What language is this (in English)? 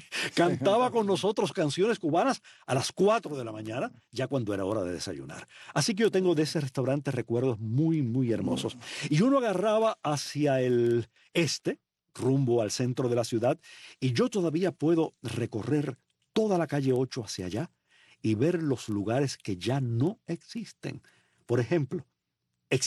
Spanish